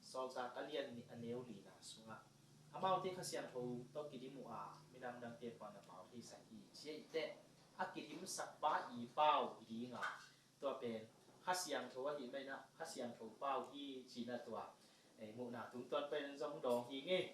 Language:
Tedim Chin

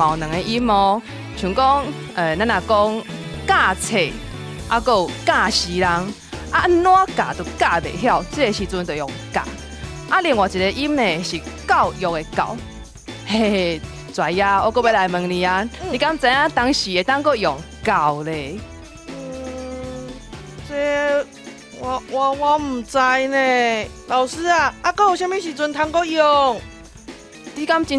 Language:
Min Nan Chinese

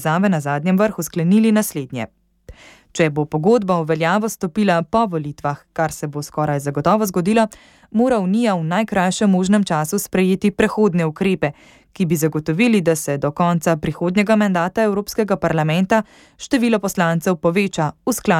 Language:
Slovenian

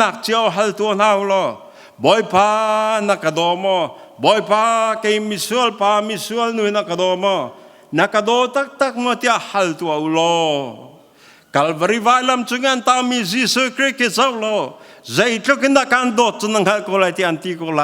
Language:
Hakha Chin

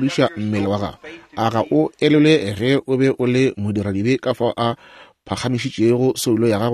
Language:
Northern Sotho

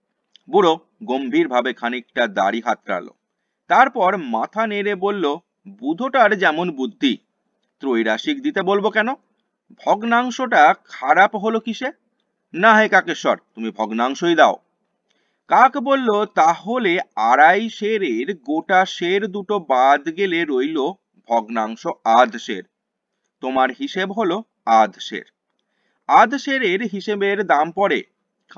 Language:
Bangla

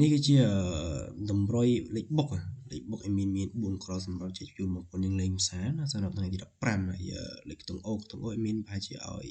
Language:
Khmer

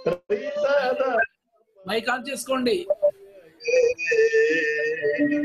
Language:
Telugu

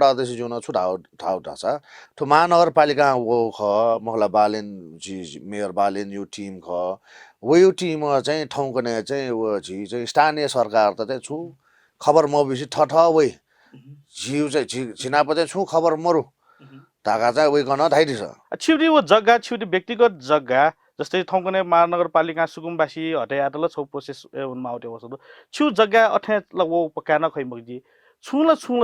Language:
Newari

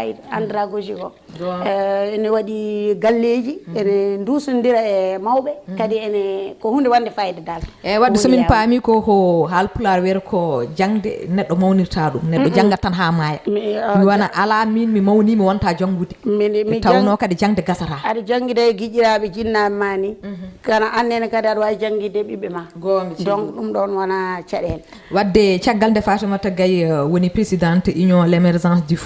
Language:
Fula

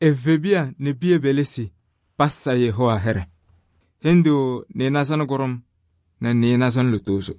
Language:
Kabiyè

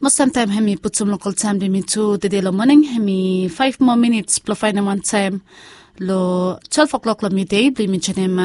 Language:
Bislama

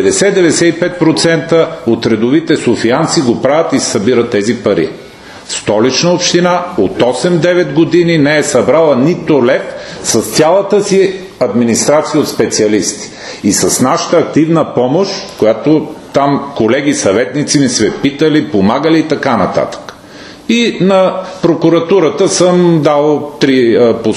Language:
Bulgarian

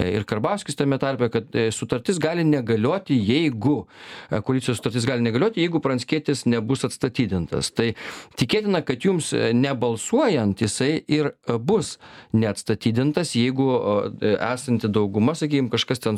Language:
Lithuanian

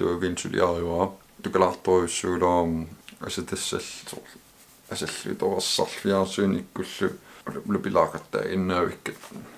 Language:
Kalaallisut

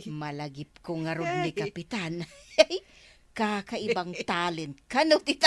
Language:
Iloko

